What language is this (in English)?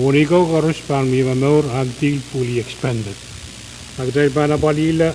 Pohnpeian